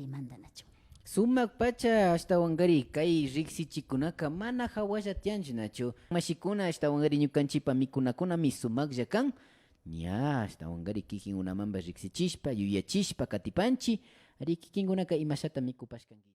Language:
Imbabura Highland Quichua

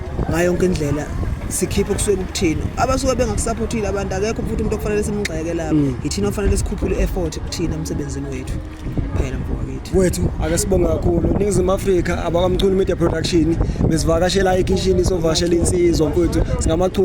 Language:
Zulu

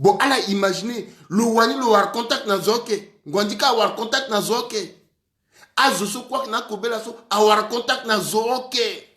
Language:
Sango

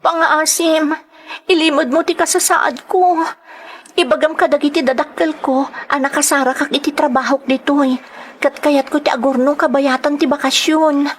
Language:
Iloko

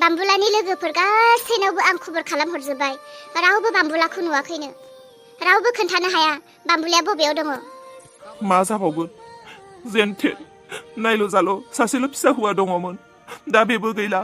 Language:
Bodo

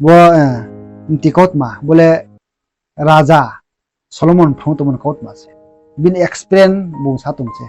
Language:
Riang (India)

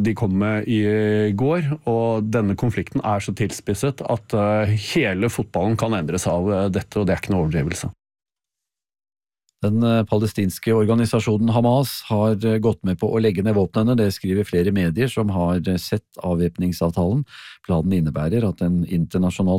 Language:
Norwegian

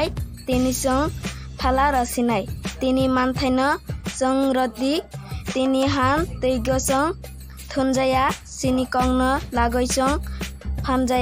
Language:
Kok Borok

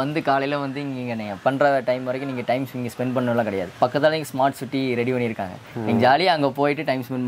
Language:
Tamil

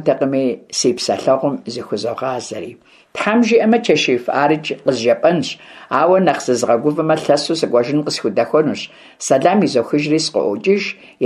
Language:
Kabardian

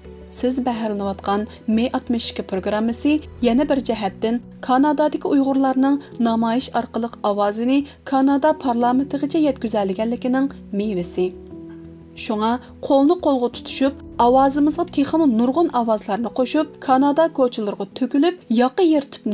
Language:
Uyghur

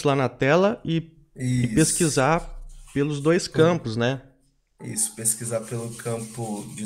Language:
Portuguese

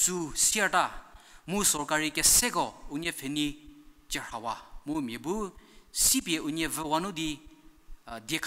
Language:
Angami Naga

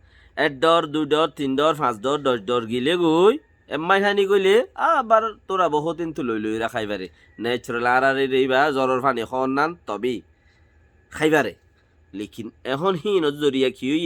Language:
Rohingya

